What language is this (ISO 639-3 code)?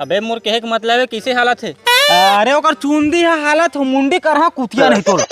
hne